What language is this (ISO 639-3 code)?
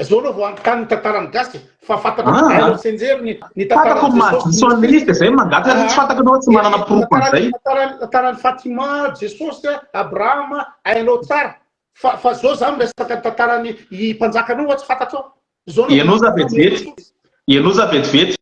mlg